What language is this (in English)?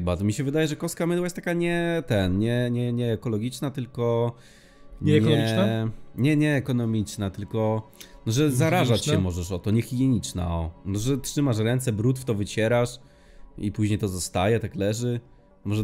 Polish